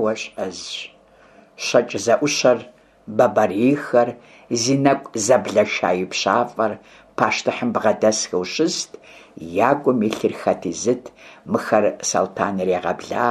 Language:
Kabardian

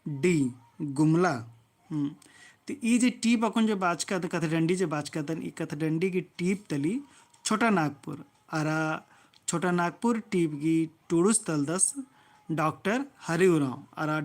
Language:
Kurukh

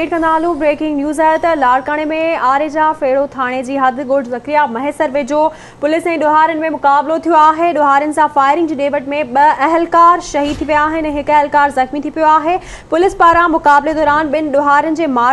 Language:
Sindhi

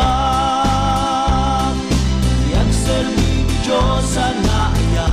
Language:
Iloko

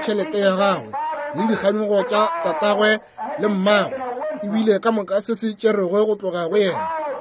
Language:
Northern Sotho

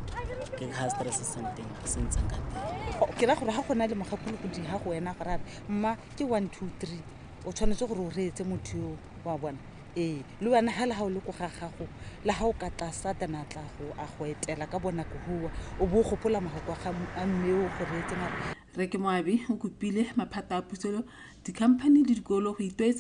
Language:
Tswana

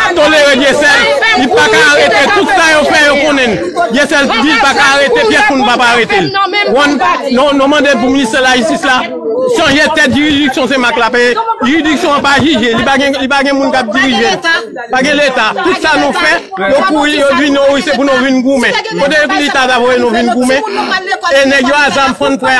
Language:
Haitian Creole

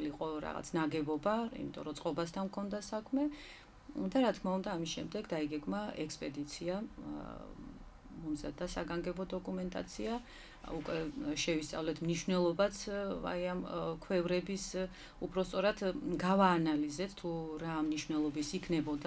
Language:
Georgian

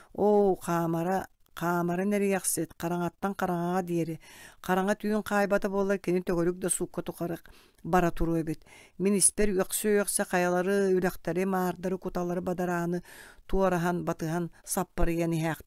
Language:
Yakut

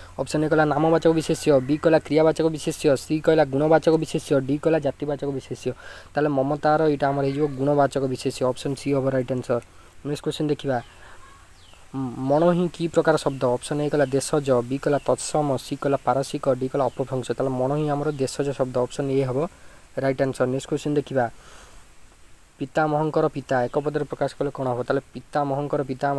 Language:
Odia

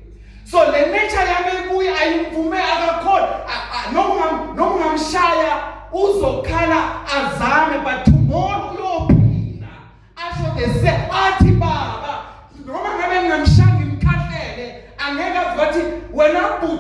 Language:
Zulu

